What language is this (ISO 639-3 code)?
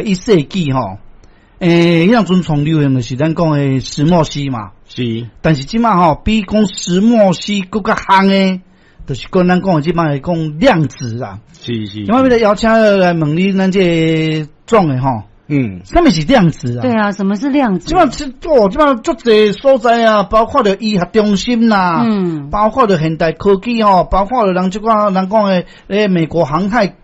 nan